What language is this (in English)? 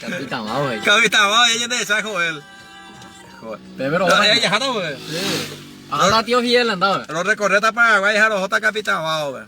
Guarani